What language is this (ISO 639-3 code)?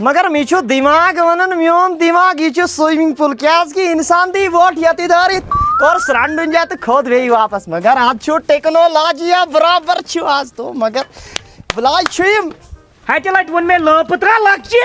kas